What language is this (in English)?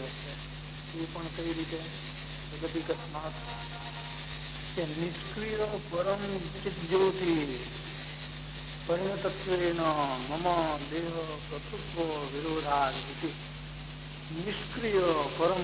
Gujarati